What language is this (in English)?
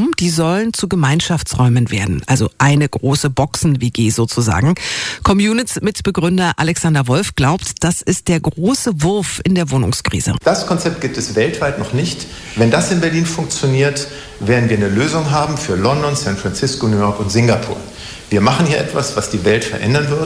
German